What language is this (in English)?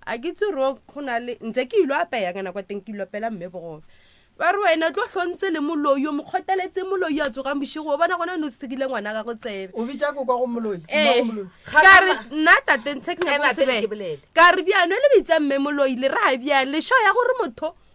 Northern Sotho